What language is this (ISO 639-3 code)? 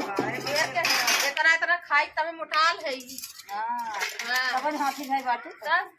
awa